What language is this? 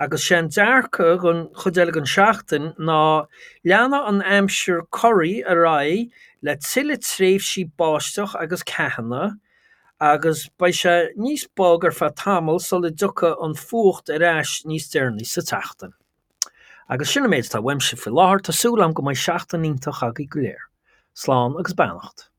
Irish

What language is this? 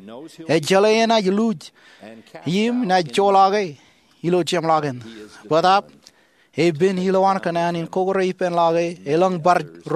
Marshallese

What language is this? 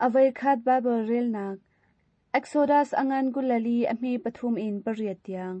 Hakha Chin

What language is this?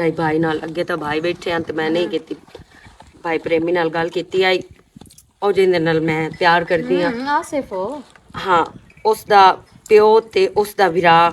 Western Panjabi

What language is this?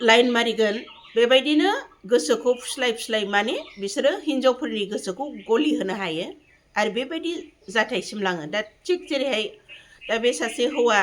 Bodo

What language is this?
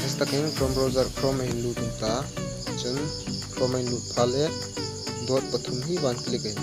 Hmar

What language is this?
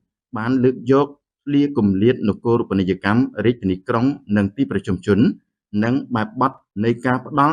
Khmer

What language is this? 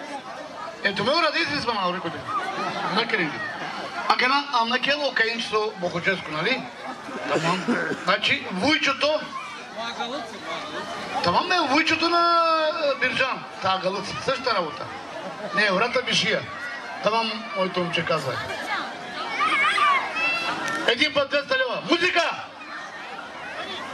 Bulgarian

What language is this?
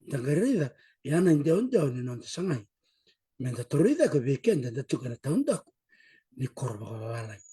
Fijian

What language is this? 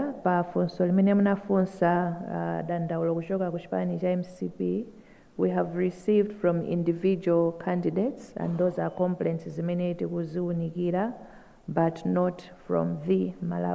Nyanja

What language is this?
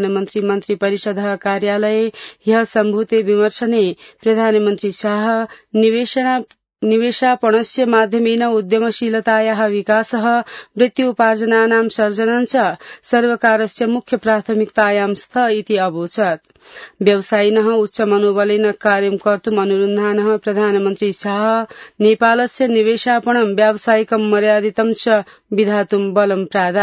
Sanskrit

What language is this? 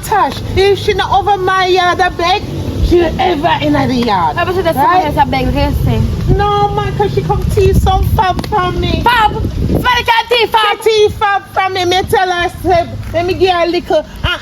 Jamaican Creole English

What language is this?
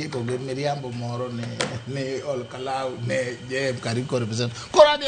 Luo (Kenya and Tanzania)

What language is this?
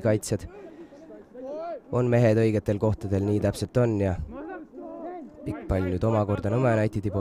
Estonian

